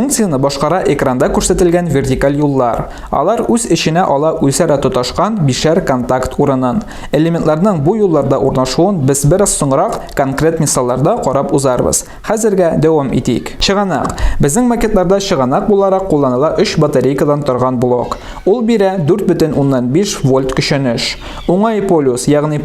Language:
Tatar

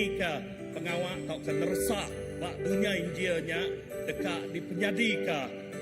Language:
Iban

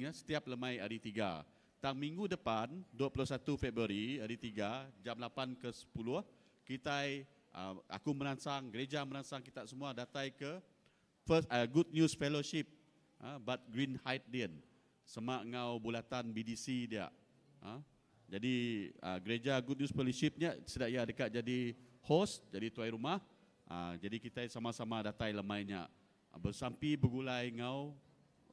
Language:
Iban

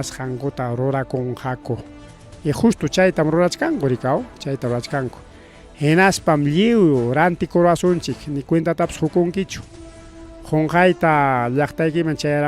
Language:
Ayacucho Quechua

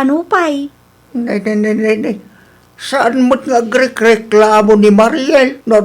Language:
Iloko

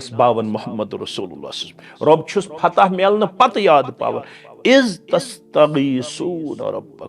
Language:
Kashmiri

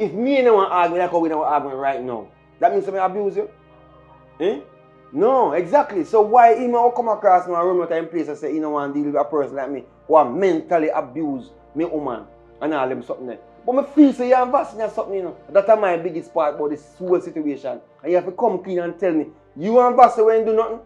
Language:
Jamaican Creole English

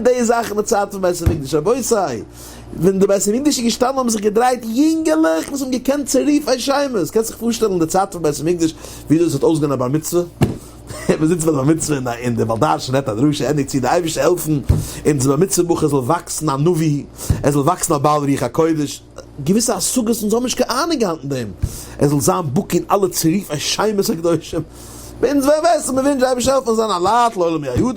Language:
Yiddish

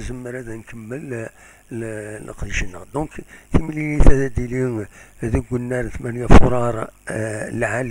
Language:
Kabyle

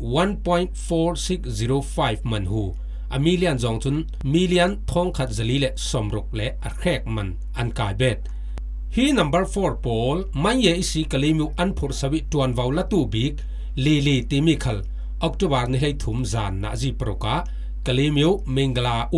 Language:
Falam Chin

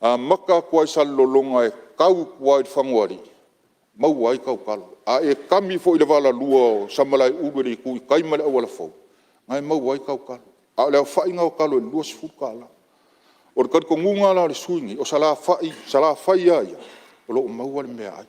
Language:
Samoan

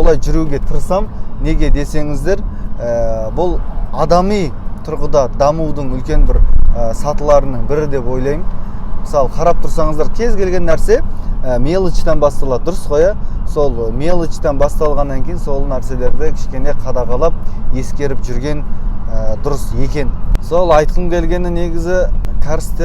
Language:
Kazakh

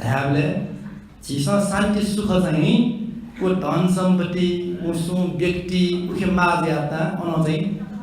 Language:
Newari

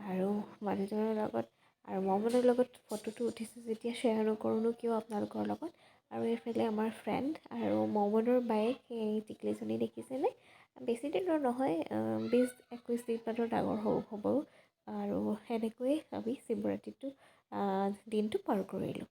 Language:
Assamese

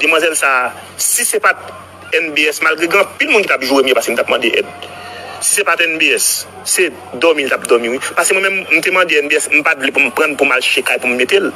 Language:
Haitian Creole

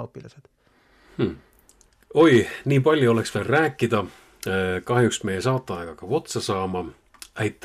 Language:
Estonian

